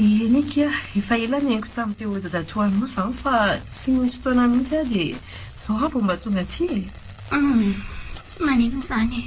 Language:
Malagasy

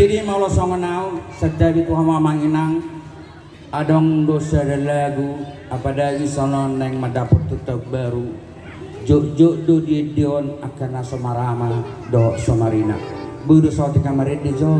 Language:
Batak Toba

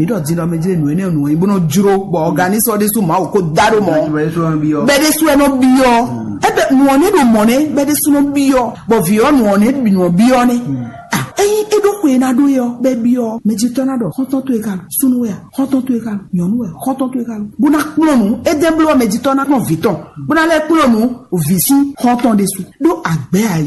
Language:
Fon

